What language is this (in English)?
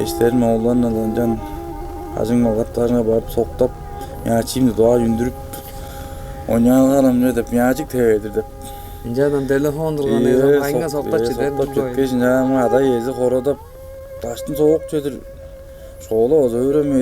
Tuvinian